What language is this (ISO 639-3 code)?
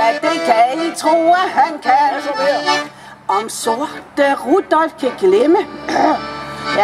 dan